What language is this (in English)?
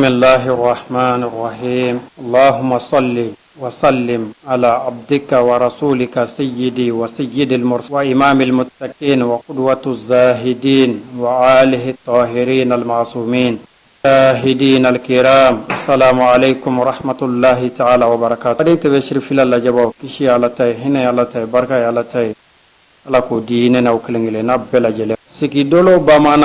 Bambara